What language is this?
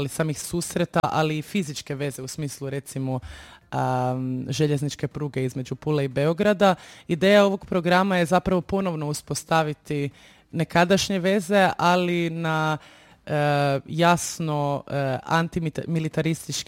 Croatian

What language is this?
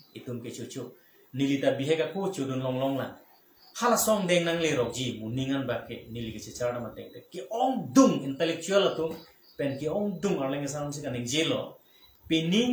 Karbi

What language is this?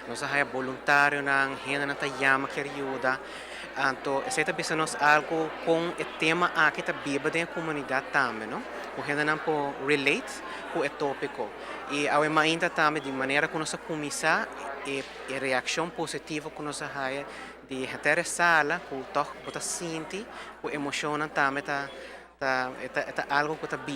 Papiamento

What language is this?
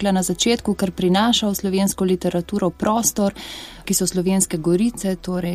Slovenian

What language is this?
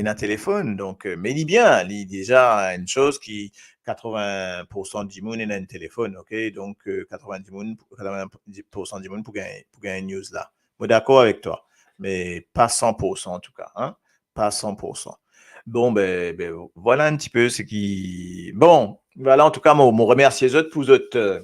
Morisyen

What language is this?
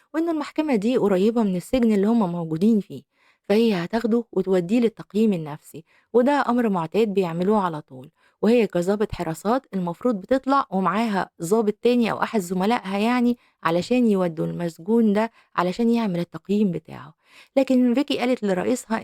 Egyptian Arabic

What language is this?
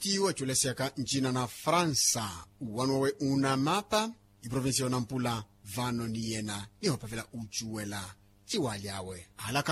Makhuwa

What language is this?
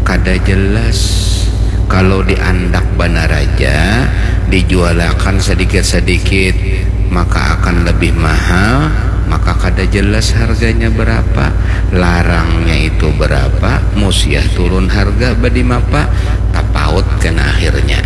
Banjar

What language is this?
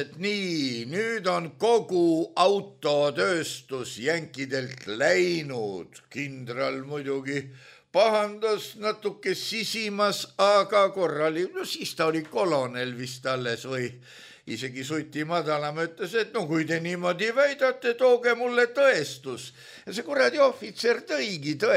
Estonian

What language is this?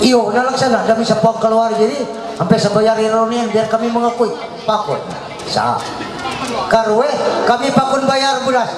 Ma'anyan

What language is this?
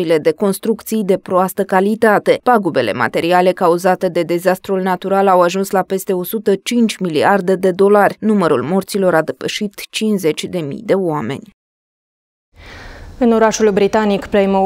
Romanian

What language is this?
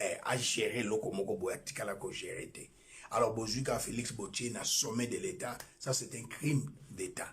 Lingala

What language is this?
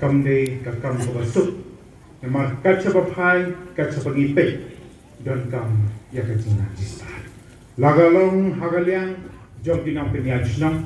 Khasi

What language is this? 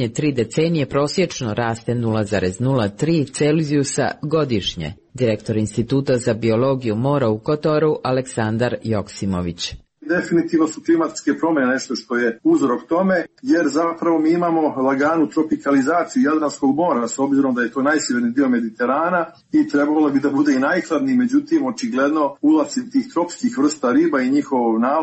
Serbian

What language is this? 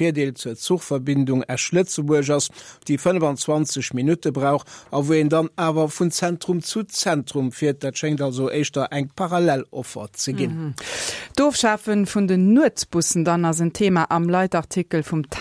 Luxembourgish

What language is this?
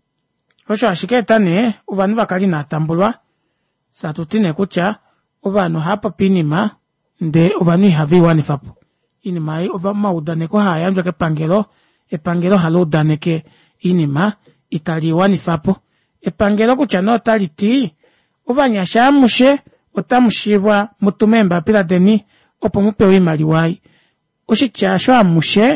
Kuanyama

